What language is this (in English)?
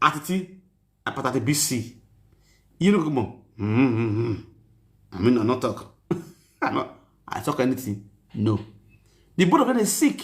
Nigerian Pidgin